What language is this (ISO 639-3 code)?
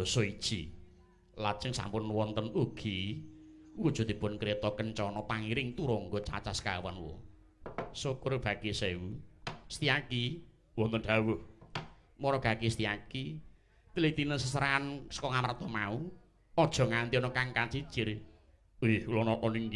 jav